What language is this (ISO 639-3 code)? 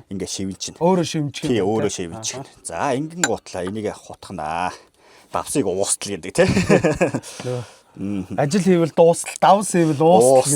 mon